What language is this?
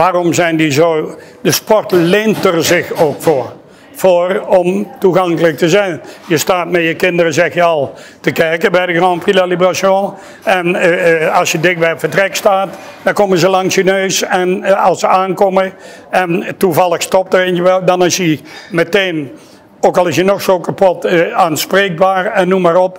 Dutch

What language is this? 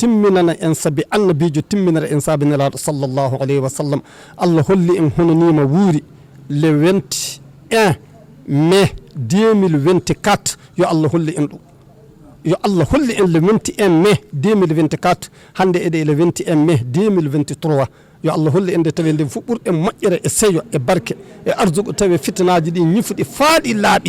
Fula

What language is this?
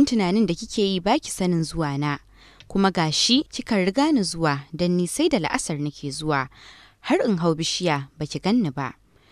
Hausa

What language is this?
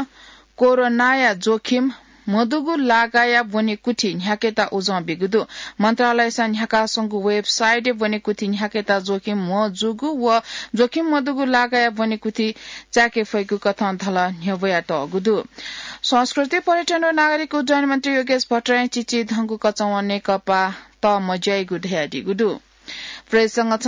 Newari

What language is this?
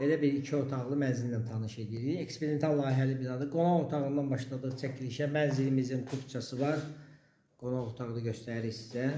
Azerbaijani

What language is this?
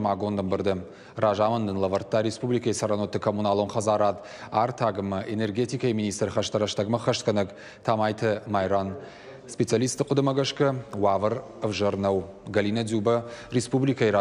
Ossetic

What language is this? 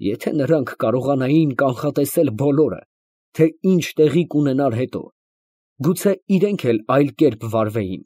Armenian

